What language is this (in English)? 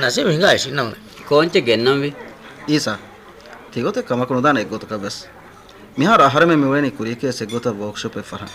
Divehi